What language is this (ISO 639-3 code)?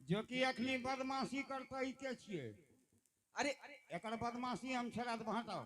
anp